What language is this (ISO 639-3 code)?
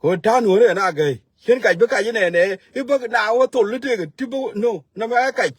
nus